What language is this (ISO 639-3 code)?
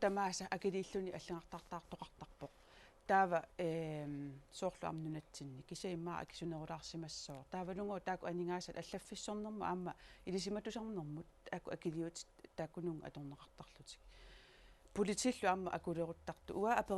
kal